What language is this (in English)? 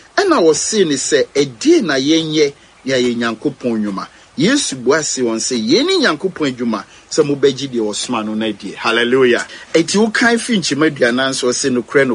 Akan